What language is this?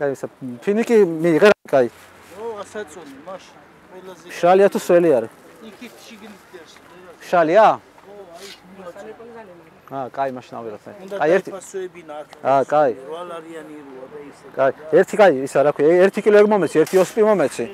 Georgian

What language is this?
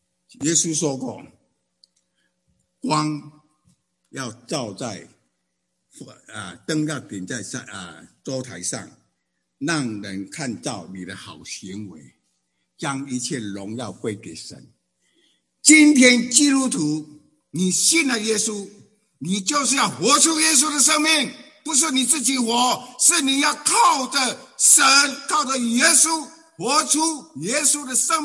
Chinese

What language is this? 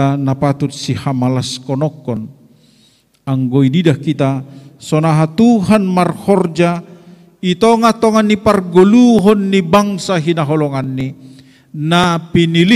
Batak Simalungun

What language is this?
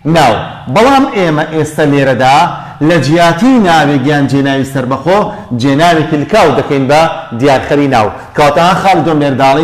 Central Kurdish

